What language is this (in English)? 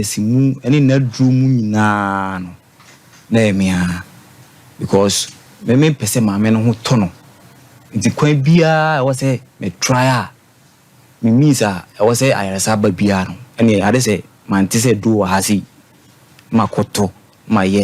Akan